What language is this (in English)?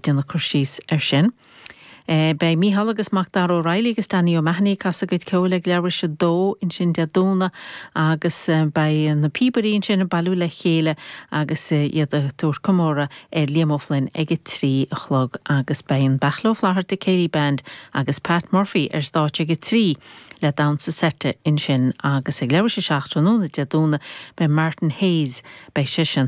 Irish